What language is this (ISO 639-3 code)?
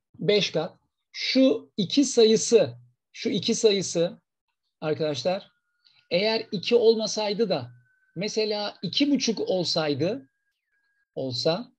tur